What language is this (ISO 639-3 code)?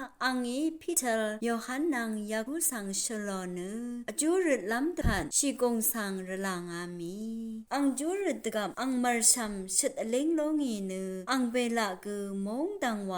raw